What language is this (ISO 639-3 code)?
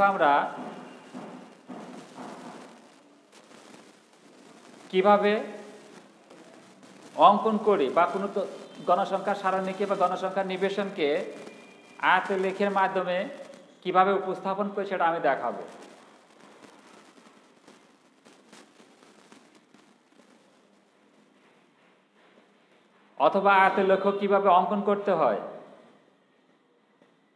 ben